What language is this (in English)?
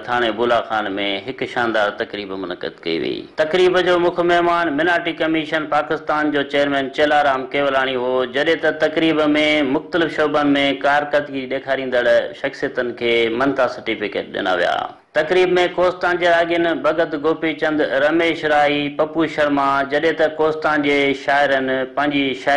Sindhi